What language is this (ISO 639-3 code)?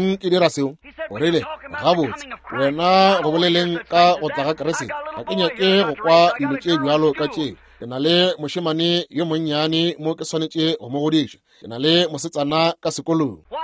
nso